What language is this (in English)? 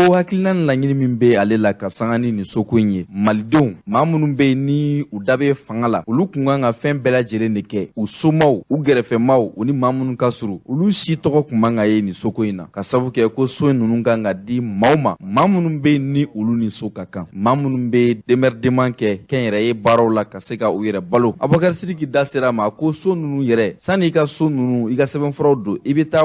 Bambara